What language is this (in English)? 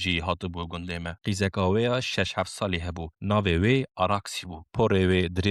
Kurdish